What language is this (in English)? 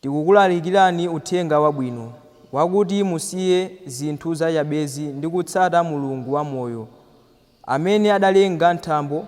Nyanja